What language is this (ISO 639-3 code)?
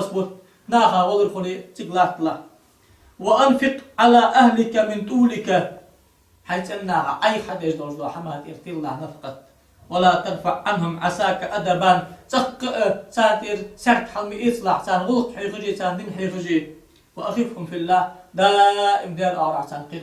inh